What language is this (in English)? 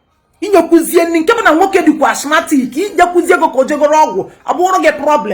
Igbo